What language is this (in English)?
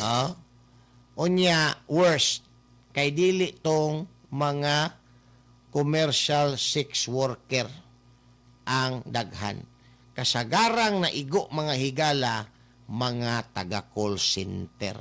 Cebuano